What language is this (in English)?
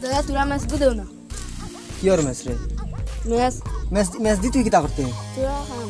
Sylheti